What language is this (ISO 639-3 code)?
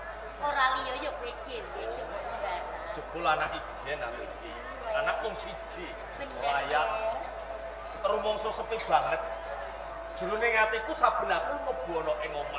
jav